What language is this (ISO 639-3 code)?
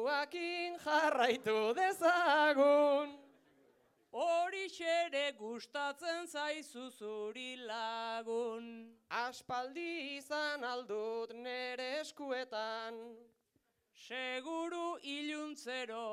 eus